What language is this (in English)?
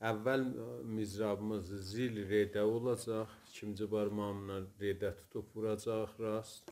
South Azerbaijani